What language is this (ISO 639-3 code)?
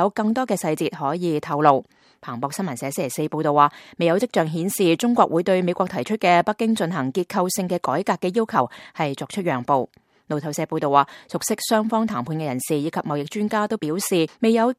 yue